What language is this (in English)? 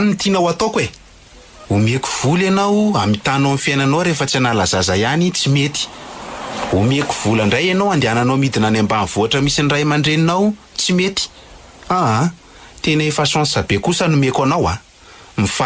Malagasy